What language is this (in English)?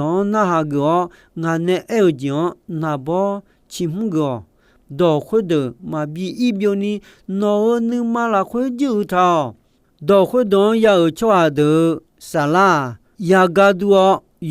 Akha